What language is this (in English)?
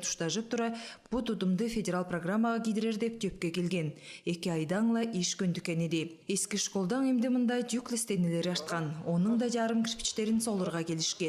Southern Altai